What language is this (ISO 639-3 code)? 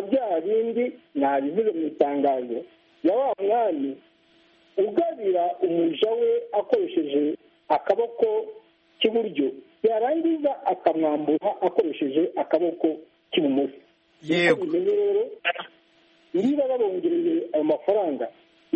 kin